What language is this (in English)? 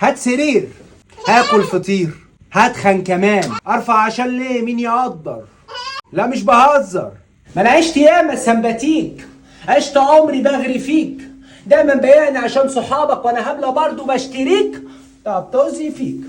Egyptian Arabic